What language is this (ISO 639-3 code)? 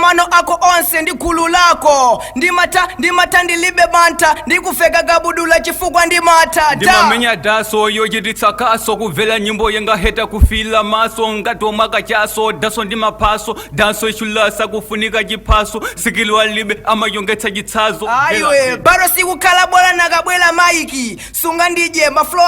nya